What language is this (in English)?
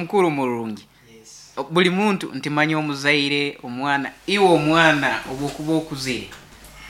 Nyoro